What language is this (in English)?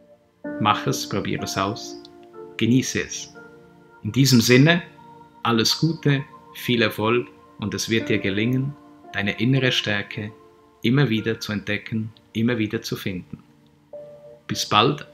German